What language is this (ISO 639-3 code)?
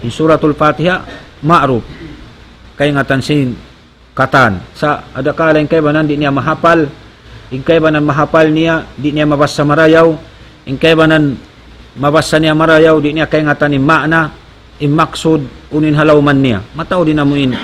tsg